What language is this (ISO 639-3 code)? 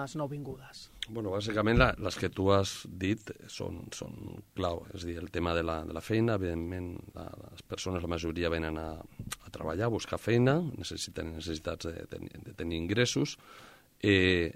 cat